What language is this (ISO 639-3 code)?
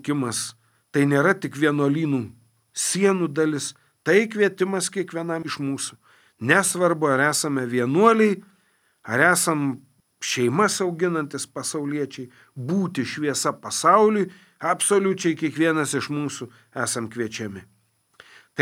lit